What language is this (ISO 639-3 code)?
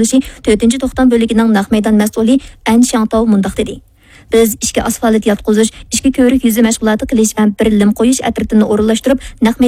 uig